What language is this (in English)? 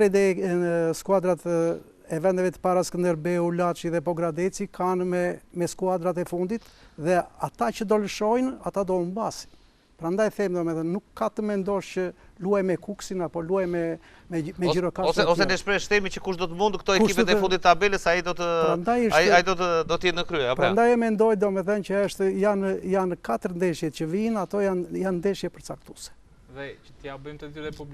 Albanian